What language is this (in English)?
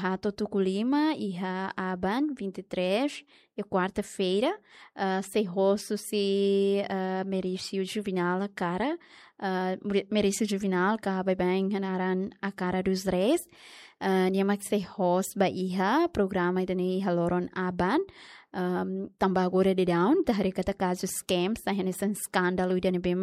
Tetum